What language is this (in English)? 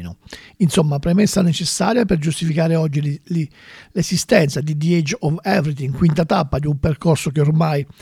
Italian